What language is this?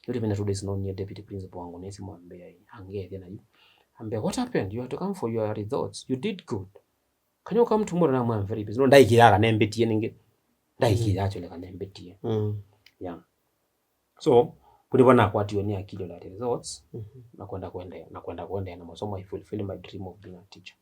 Kamba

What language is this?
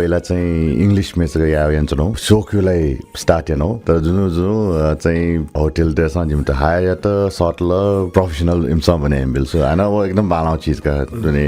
Newari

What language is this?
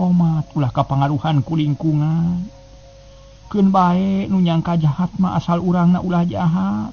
Sundanese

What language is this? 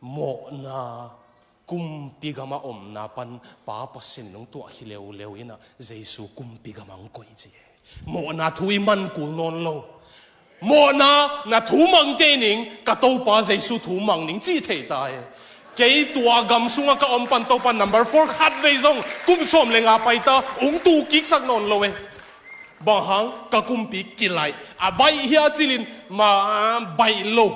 Tedim Chin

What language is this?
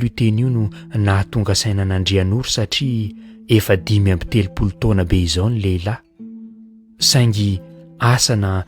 Malagasy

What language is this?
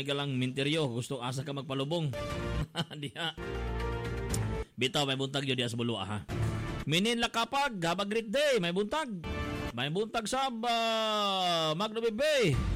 Cebuano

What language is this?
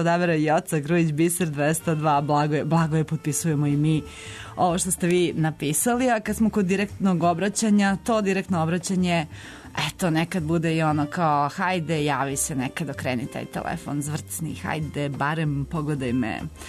Serbian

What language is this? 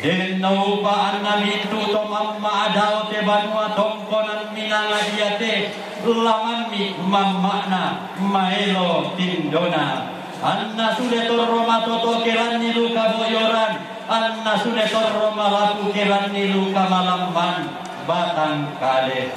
Toraja-Sa'dan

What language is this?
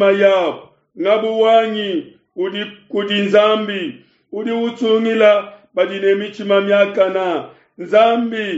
Luba-Lulua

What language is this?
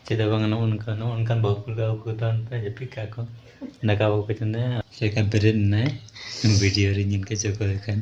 Santali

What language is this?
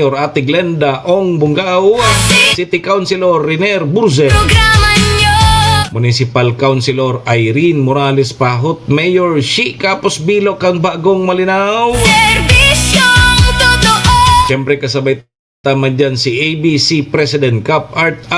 Bikol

